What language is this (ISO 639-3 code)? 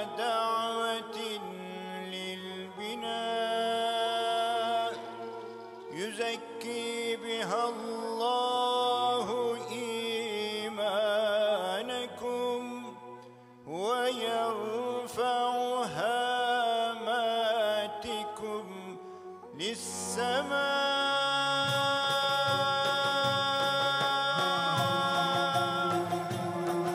tur